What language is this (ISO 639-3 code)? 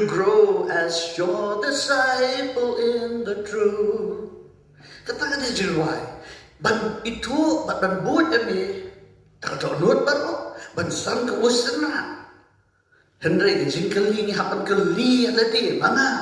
kha